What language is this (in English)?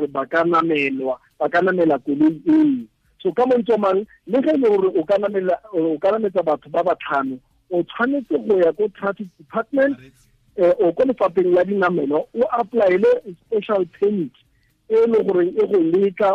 Tswana